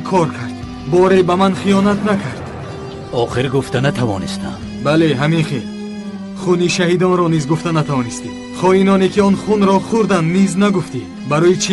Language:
Tajik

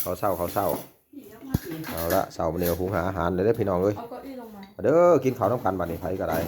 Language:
Lao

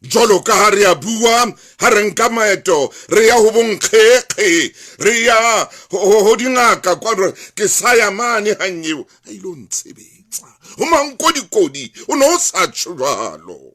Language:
Southern Sotho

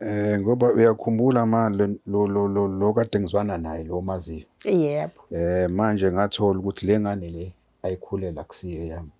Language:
Zulu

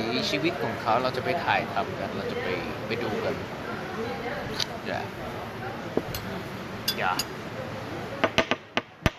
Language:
Thai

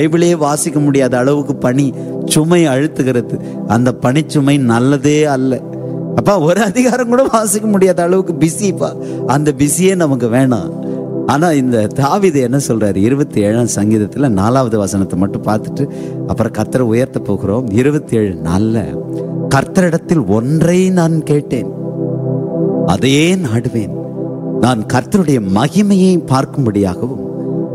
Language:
Tamil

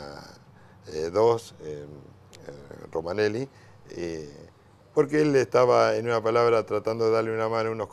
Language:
Spanish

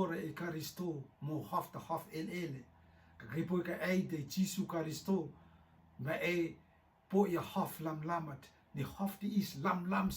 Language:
Rotuman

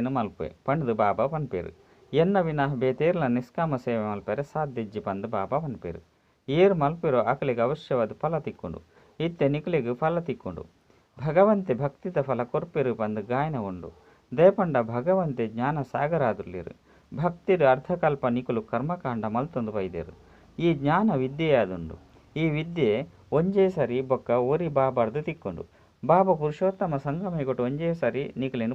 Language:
Tulu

